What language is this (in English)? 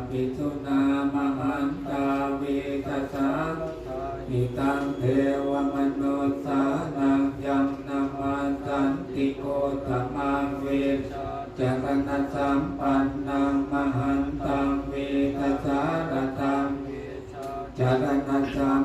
Pali